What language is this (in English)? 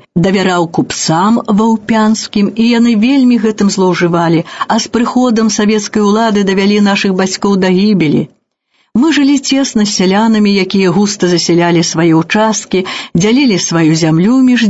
Belarusian